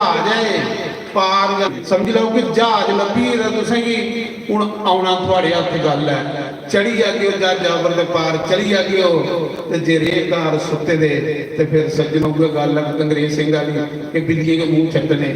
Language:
Dogri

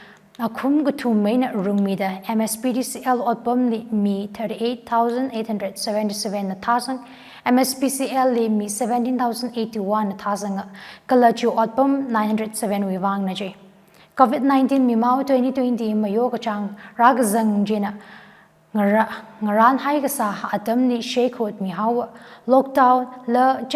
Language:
Tangkhul Naga (India)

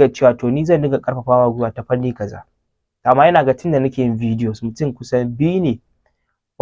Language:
Hausa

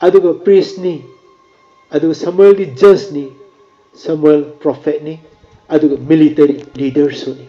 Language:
Manipuri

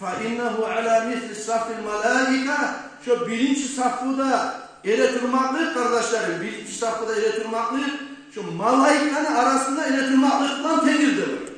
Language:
Kumyk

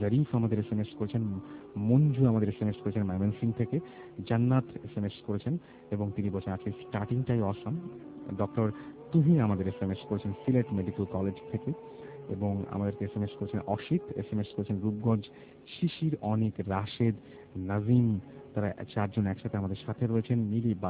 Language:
Bangla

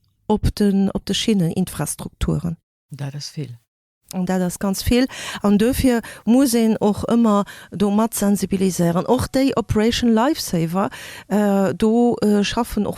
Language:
Luxembourgish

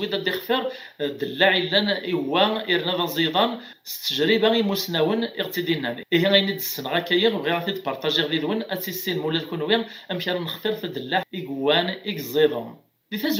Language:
Kabyle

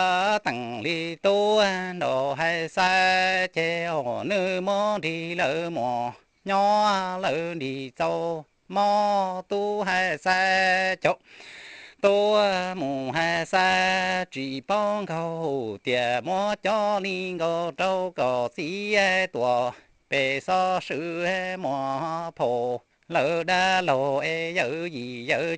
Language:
Hmong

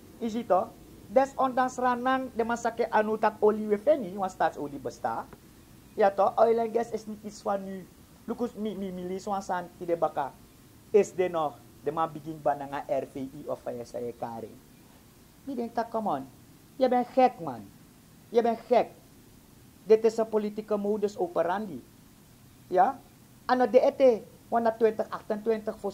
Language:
Sranan Tongo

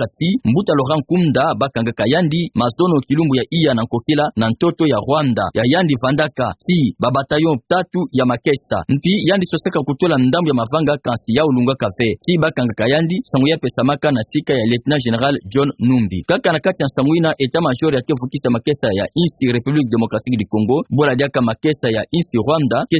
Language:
Kituba (Democratic Republic of Congo)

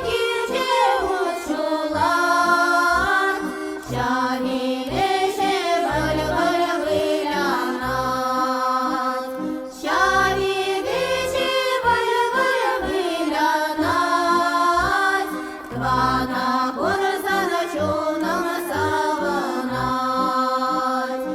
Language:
Chuvash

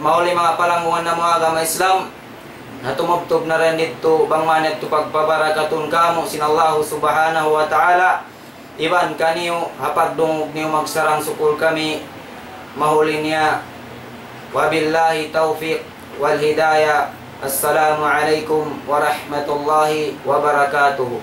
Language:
Tausug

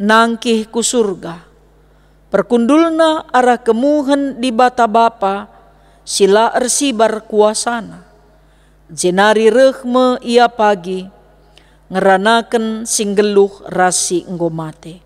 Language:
Batak Karo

